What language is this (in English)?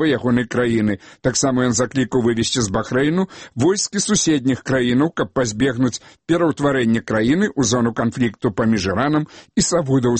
Belarusian